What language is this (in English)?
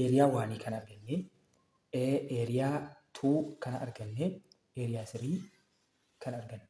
Oromo